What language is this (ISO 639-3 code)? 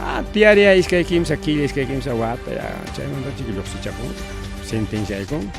quy